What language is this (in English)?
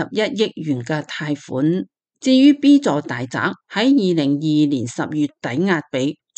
Cantonese